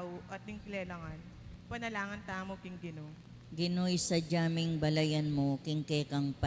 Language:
Pampanga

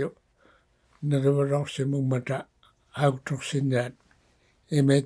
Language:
Inuktitut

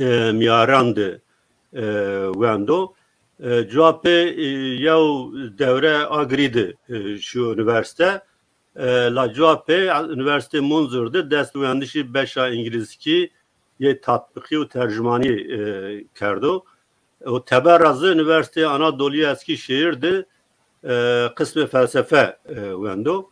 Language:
Zaza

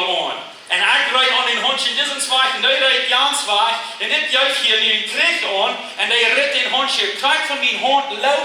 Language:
Plautdietsch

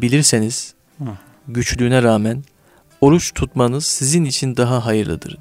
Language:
Turkish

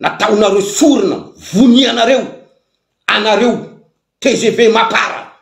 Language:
Malagasy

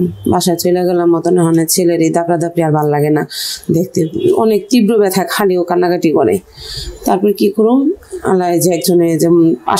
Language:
Bangla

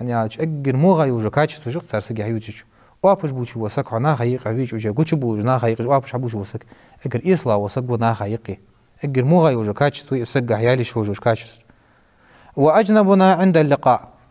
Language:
Ingush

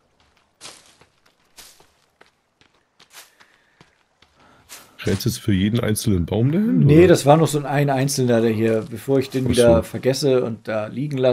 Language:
German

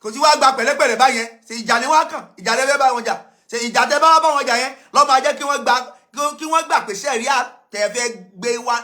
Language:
Yoruba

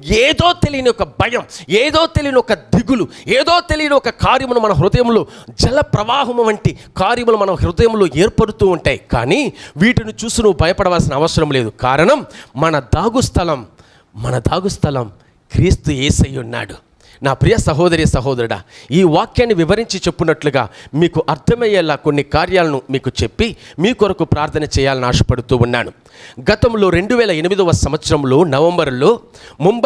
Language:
Telugu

